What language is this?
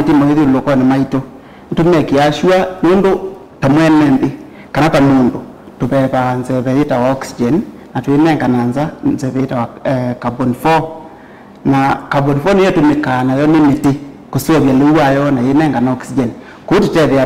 Kamba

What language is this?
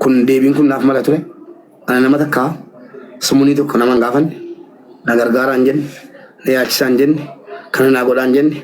Oromo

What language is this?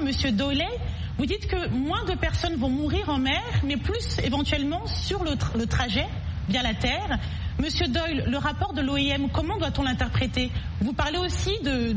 French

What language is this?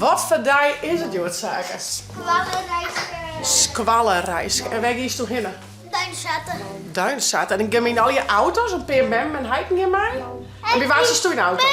Western Frisian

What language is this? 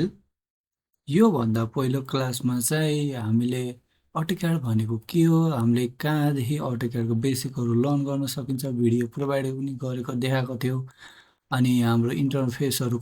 Nepali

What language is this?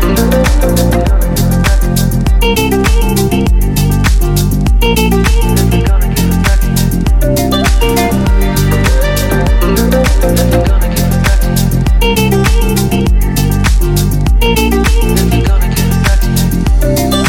English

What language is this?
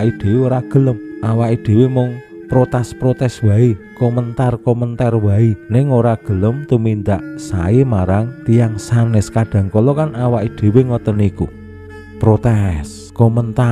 Javanese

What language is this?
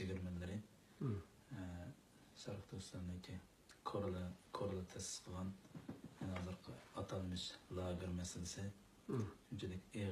Uyghur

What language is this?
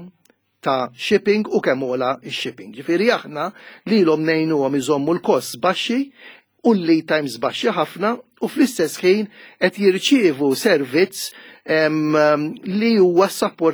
Maltese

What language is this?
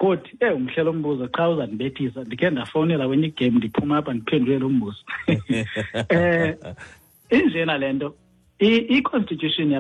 Xhosa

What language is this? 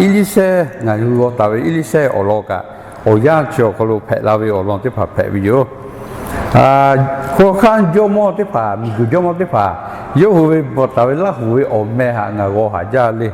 Lahu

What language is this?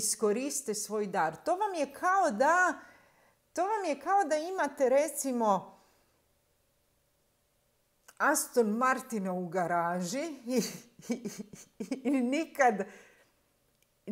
Croatian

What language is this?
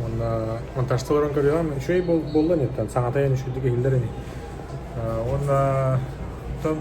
Yakut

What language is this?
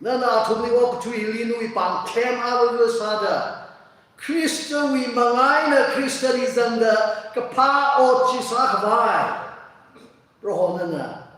Tangkhul Naga (India)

